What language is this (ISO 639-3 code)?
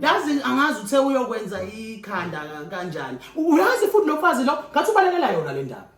zul